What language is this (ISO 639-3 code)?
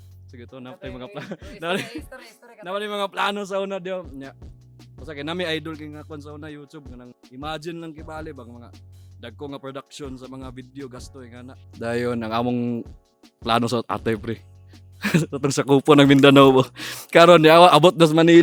ceb